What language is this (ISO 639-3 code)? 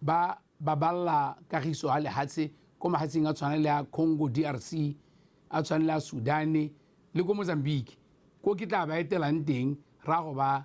tsn